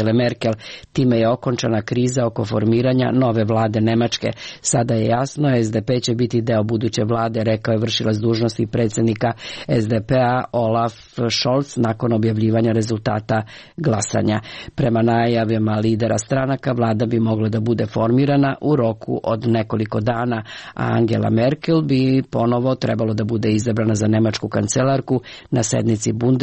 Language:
Serbian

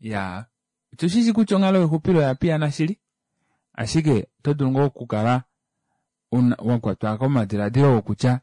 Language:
Kuanyama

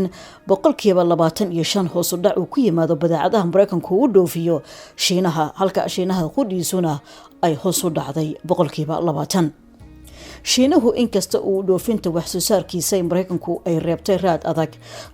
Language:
Somali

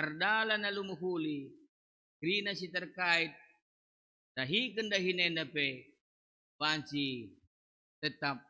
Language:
Batak Karo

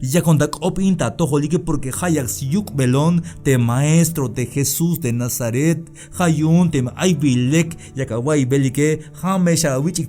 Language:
Tzeltal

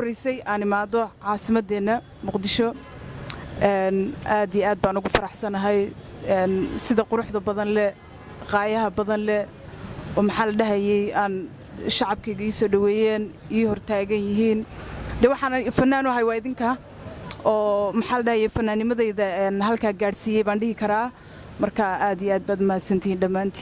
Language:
Somali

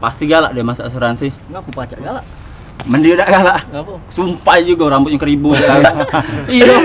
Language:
Musi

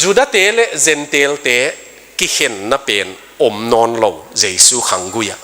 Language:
Tedim Chin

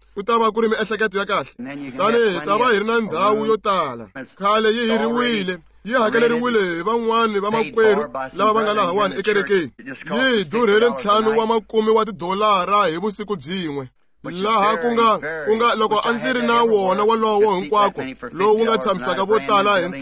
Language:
Tsonga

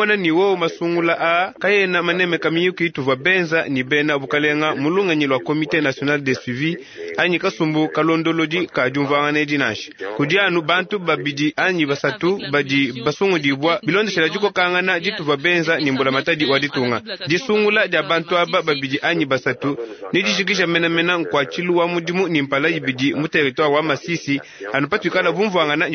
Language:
Luba-Lulua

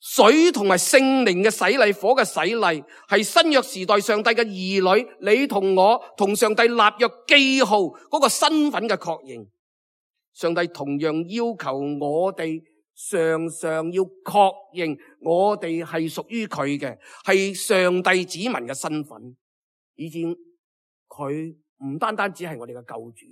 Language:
Cantonese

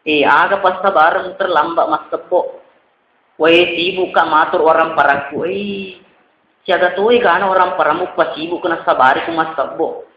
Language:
Buginese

